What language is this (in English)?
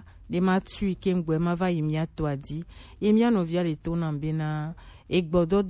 Gen